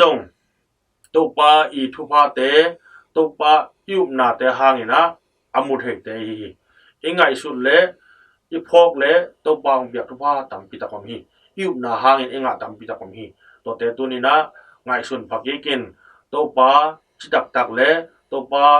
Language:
Tedim Chin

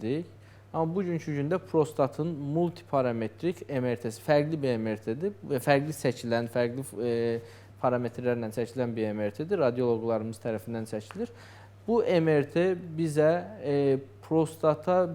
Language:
Azerbaijani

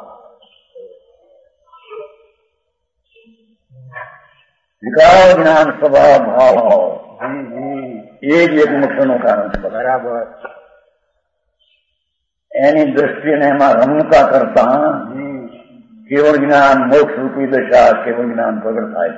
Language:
Gujarati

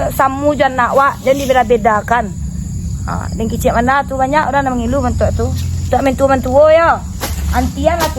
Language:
Minangkabau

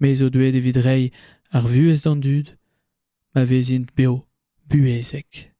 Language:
Breton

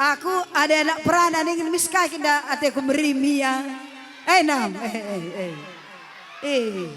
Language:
Batak Karo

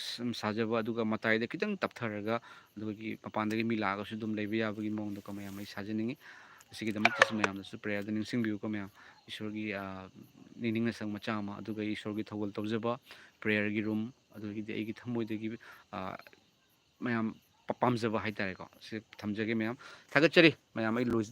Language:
Manipuri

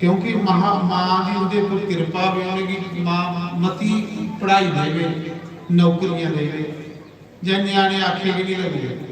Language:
Dogri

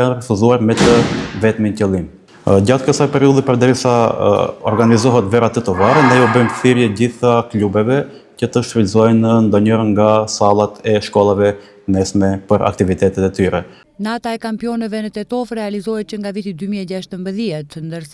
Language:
Albanian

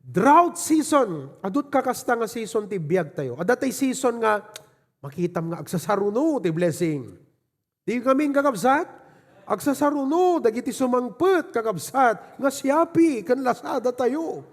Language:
Iloko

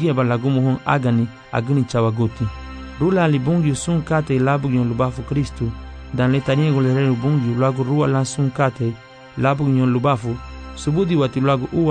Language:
Garifuna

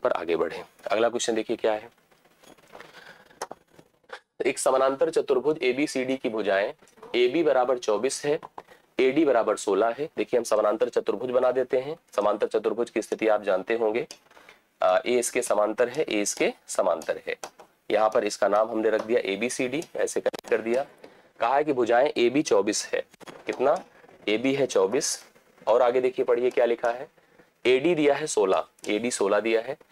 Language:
Hindi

